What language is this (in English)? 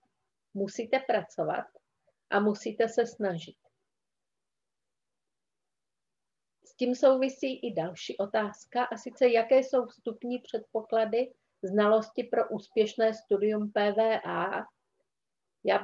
Czech